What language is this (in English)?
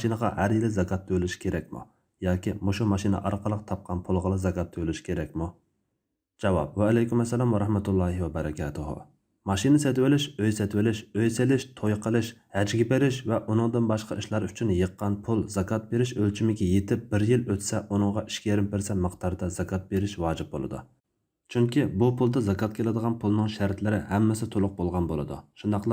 Uyghur